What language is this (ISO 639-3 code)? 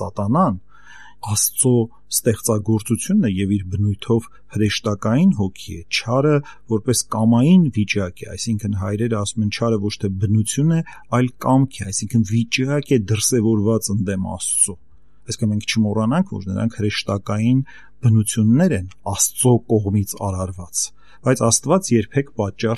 hye